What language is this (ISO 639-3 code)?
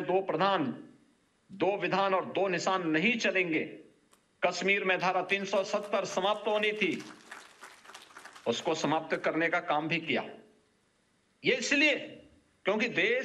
hin